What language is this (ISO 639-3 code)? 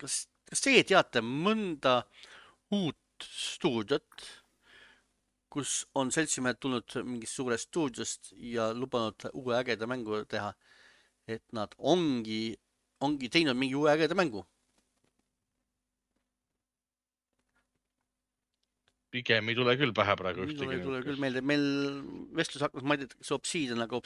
est